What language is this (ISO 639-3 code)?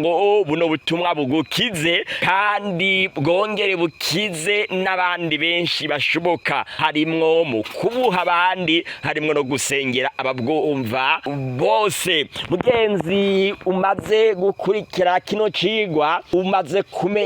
run